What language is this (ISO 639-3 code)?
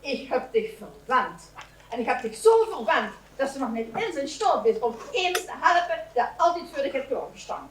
lim